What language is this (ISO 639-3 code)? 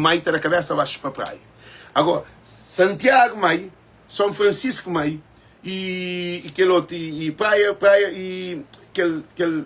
kea